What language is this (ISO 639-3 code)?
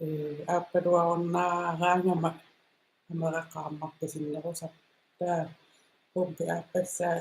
kal